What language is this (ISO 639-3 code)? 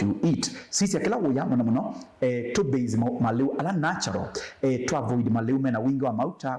kam